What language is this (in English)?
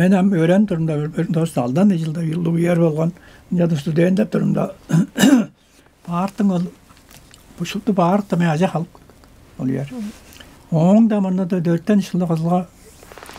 Tuvinian